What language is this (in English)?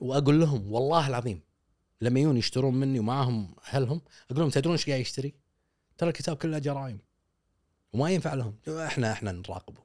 Gulf Arabic